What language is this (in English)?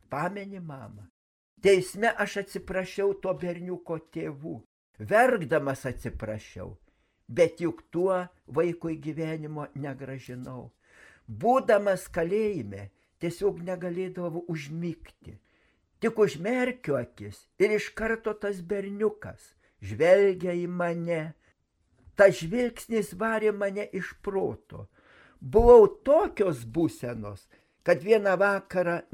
Lithuanian